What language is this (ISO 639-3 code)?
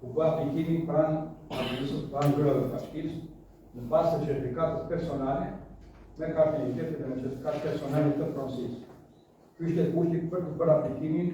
sqi